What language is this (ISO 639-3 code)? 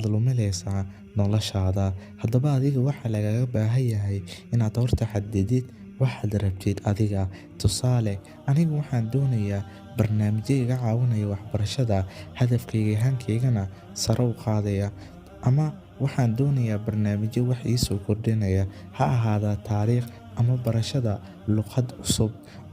som